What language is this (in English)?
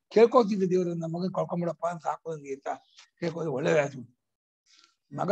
Kannada